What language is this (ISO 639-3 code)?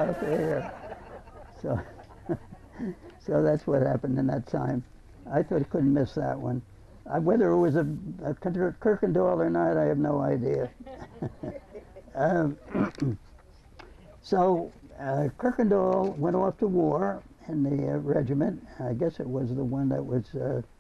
eng